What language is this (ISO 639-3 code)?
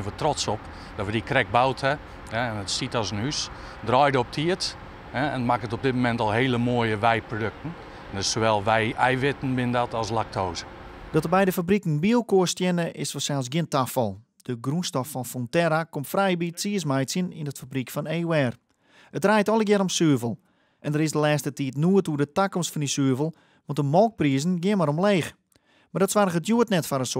fry